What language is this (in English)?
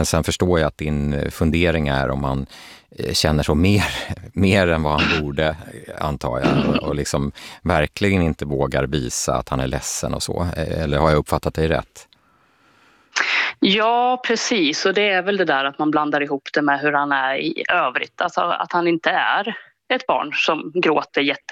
Swedish